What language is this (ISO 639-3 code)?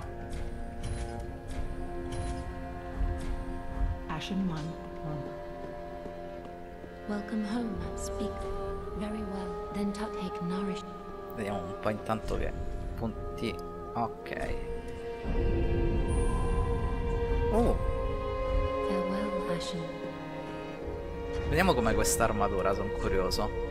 ita